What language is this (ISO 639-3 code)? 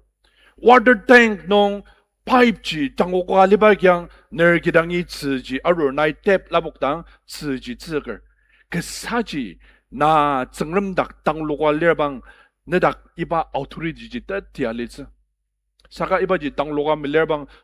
njo